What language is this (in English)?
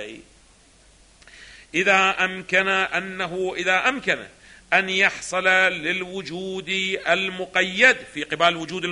Arabic